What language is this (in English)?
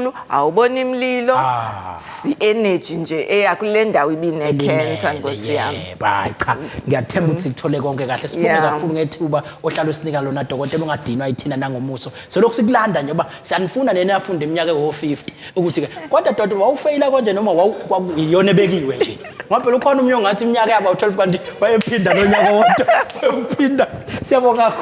Zulu